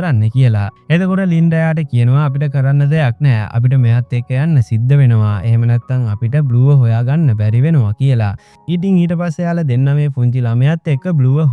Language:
Sinhala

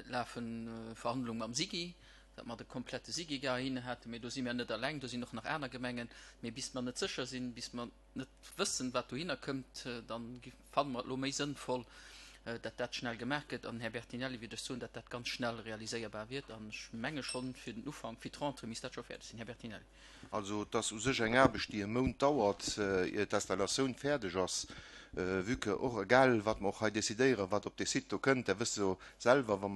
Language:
Luxembourgish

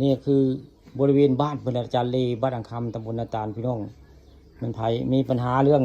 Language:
Northeastern Thai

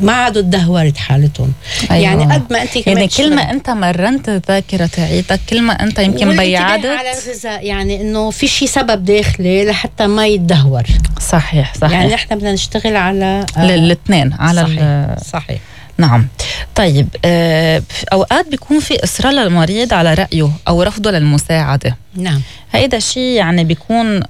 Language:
North Levantine Arabic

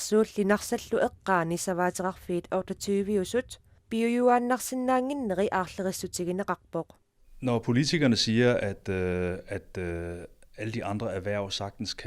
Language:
Kalaallisut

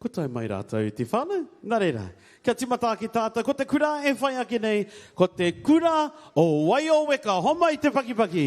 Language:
Māori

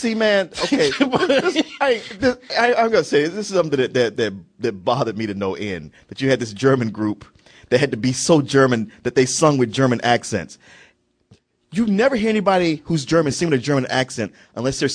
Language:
English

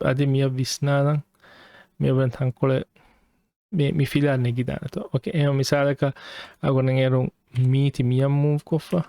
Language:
Divehi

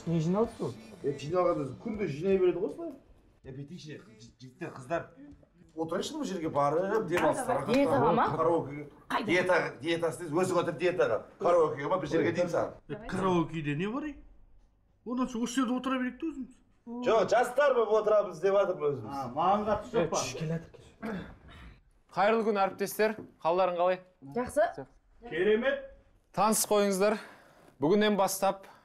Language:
Kazakh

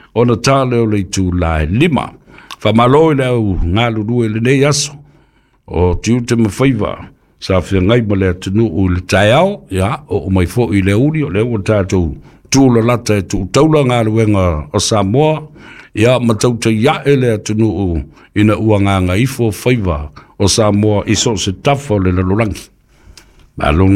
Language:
Samoan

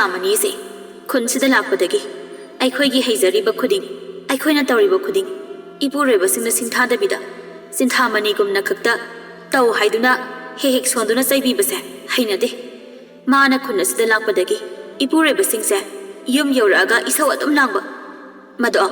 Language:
Manipuri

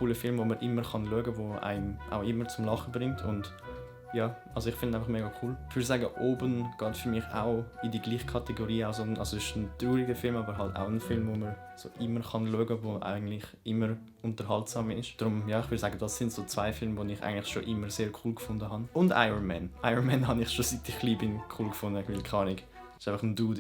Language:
Swiss German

